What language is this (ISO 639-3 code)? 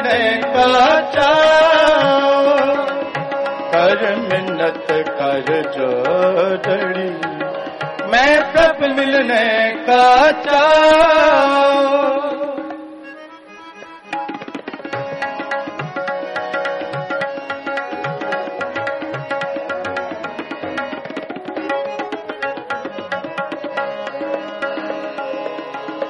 pan